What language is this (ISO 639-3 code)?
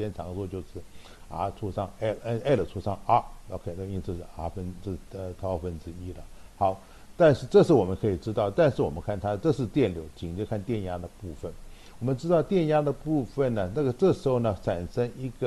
zho